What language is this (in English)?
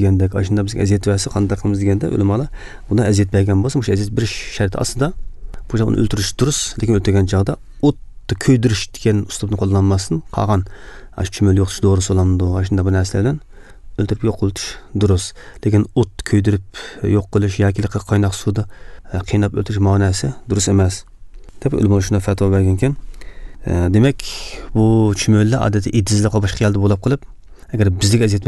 Kyrgyz